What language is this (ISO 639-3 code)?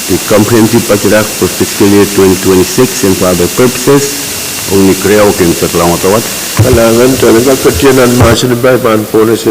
pon